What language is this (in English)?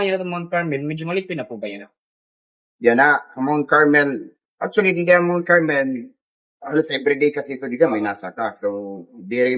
Waray